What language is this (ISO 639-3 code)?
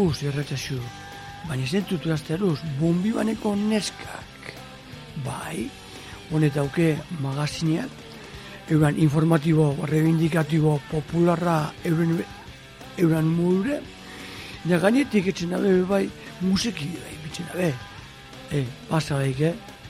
eus